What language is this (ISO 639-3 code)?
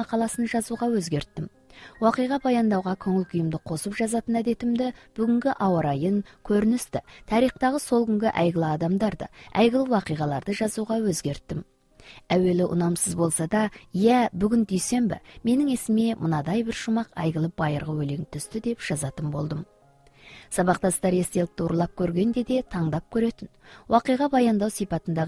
kaz